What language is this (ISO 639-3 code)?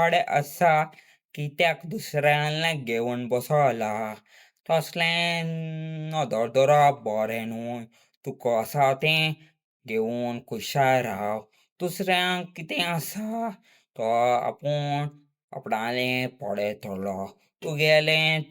kok